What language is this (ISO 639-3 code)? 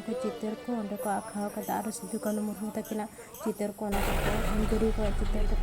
sat